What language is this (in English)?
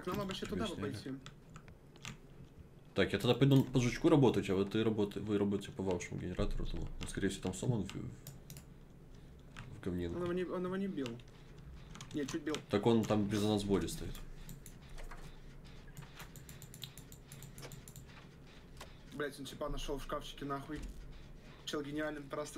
Russian